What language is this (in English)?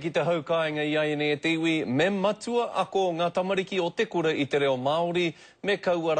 Māori